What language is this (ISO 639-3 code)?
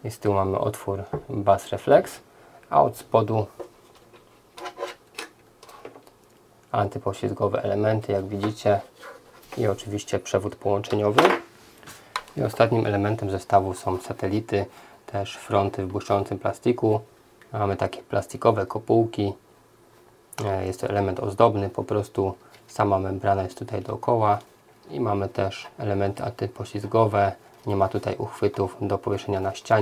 pol